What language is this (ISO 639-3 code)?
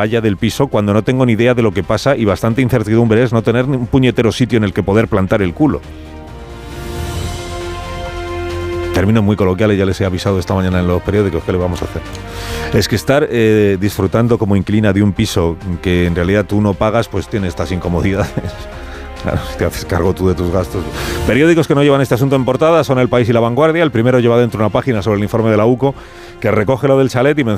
spa